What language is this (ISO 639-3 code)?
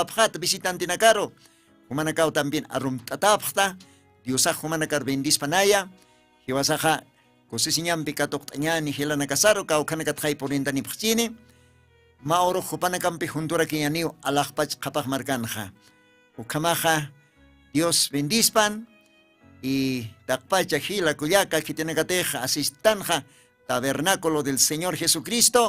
aym